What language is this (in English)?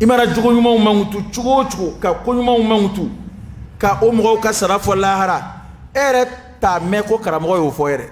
Dyula